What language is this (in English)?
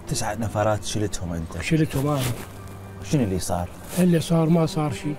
Mesopotamian Arabic